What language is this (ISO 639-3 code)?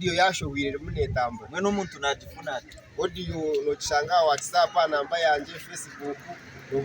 nyn